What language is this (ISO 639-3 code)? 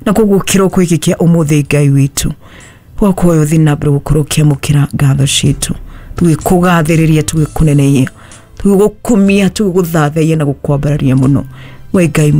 kik